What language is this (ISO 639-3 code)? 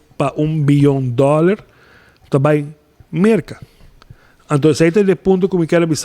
pap